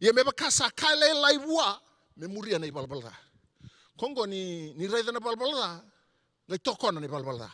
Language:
Fijian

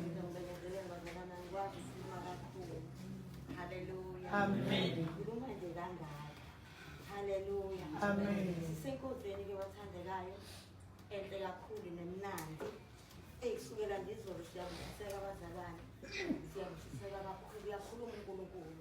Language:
Zulu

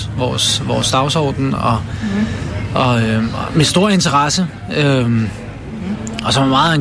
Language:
Danish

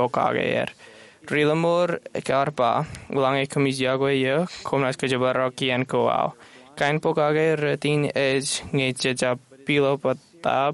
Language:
Marshallese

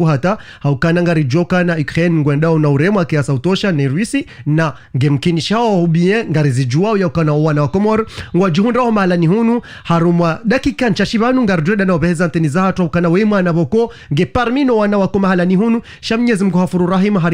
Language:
Ngazidja Comorian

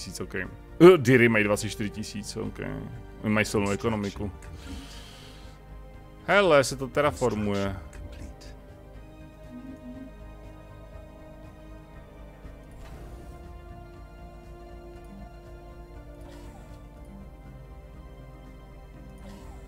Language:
Czech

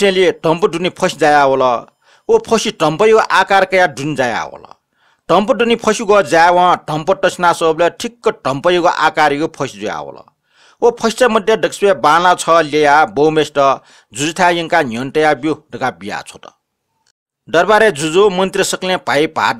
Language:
Newari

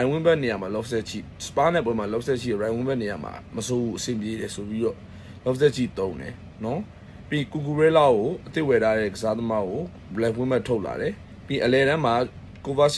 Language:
Burmese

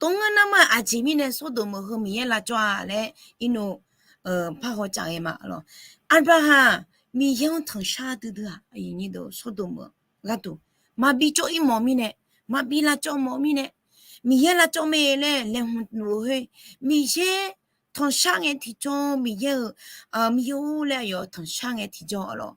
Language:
Akha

